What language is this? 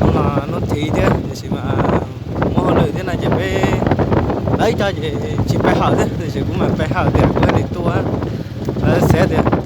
Hmong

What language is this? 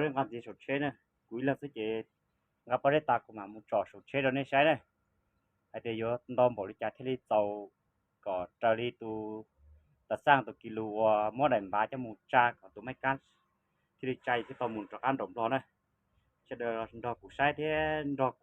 Hmong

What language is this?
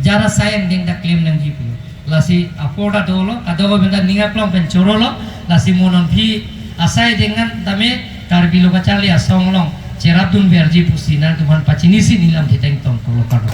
Karbi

